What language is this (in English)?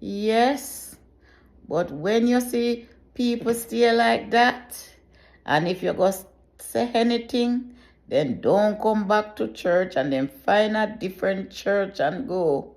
Jamaican Creole English